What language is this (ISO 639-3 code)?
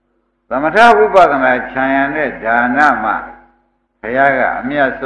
mya